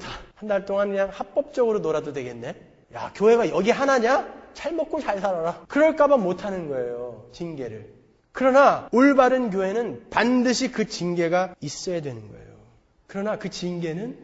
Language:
Korean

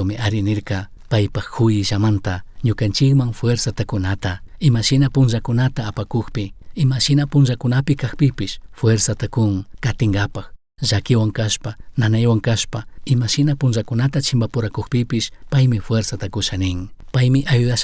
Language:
Chimborazo Highland Quichua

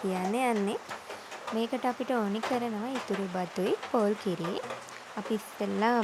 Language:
Sinhala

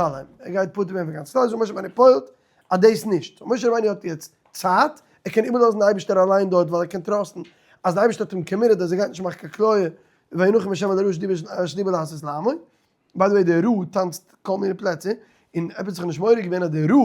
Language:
Yiddish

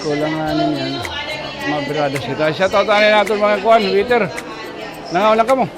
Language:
Waray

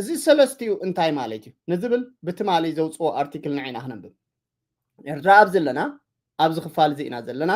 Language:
Tigrinya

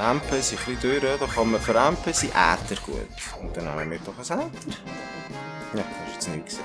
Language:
Swiss German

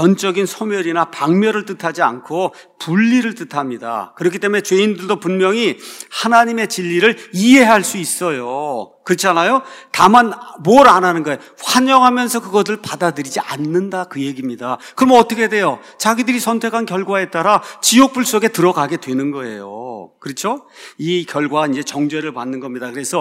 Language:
Korean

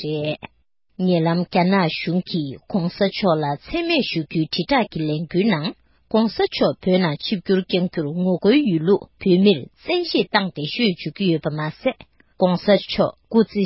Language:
Tibetan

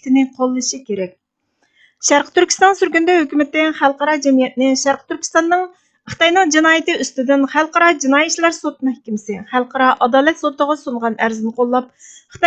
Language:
Uyghur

